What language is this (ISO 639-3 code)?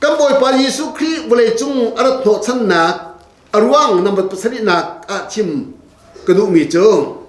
cnh